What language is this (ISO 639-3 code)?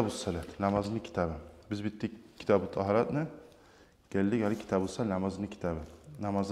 kum